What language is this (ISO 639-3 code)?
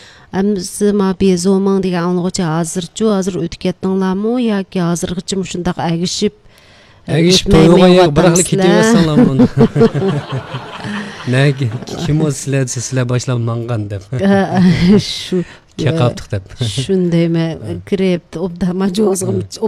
uig